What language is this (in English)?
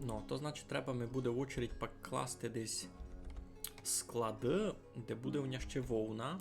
Rusyn